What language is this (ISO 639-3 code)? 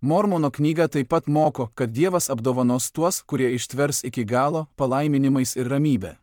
lit